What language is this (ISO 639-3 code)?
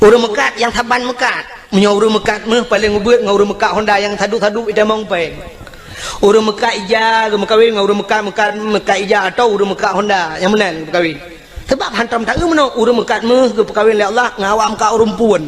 ace